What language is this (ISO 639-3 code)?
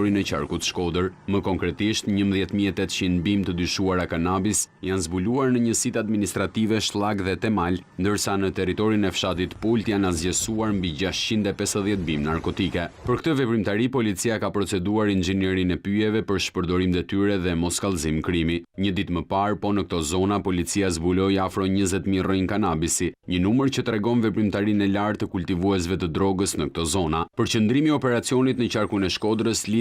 sqi